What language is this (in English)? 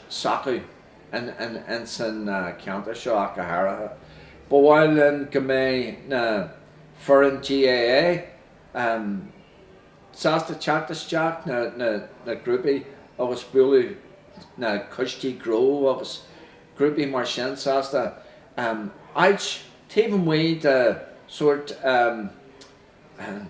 Irish